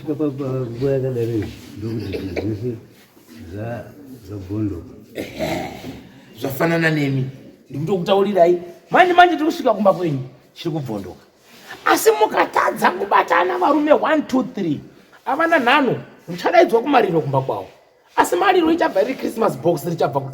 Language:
Shona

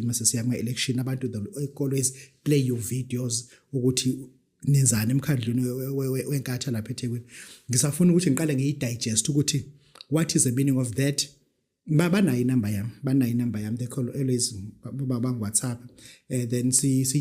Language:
Zulu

